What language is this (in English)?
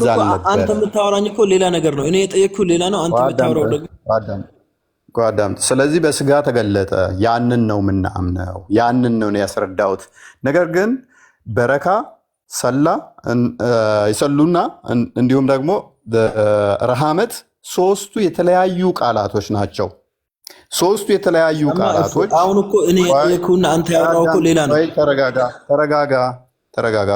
Amharic